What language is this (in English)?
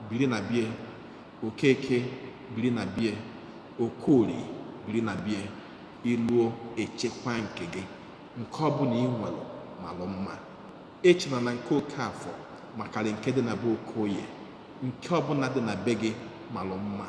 Igbo